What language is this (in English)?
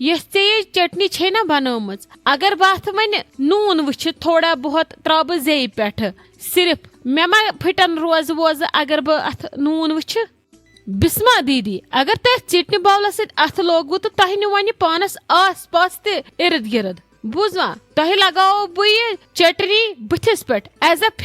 Kashmiri